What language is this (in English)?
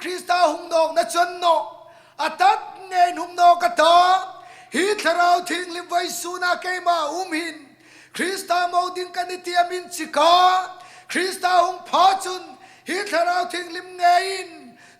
Hmar